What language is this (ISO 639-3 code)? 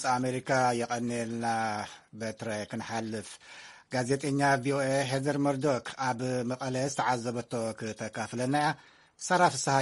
tir